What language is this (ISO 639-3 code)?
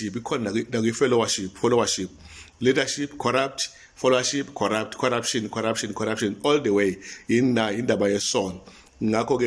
zul